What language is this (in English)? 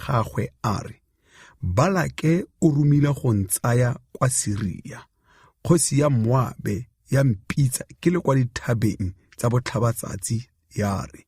Tswana